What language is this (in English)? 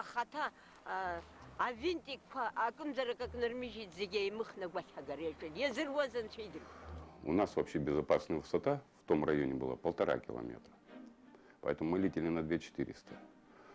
Abkhazian